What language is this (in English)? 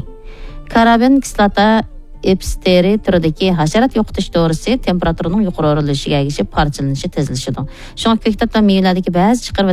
Uyghur